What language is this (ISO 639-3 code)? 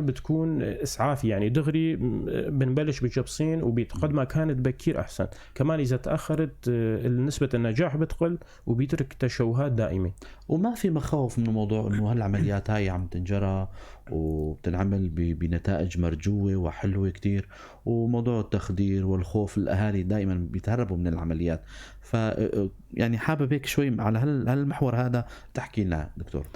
apc